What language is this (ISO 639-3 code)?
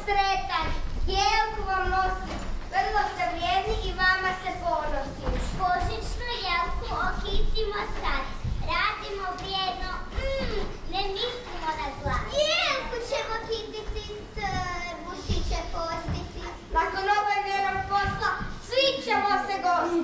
hrv